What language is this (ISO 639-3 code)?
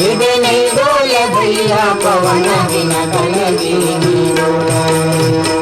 hne